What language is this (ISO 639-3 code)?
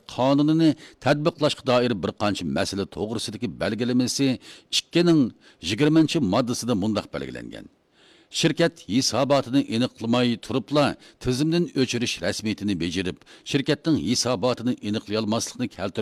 uig